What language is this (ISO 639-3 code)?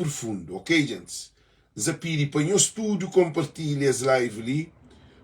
kea